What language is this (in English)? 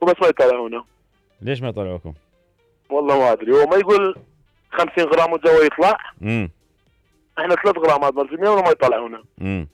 Mesopotamian Arabic